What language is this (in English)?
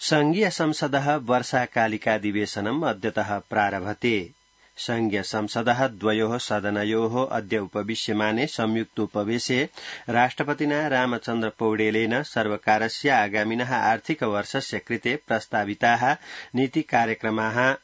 Sanskrit